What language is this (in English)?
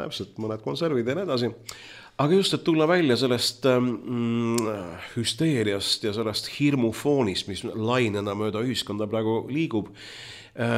Estonian